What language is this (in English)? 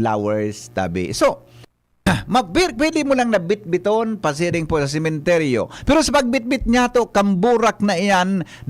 Bikol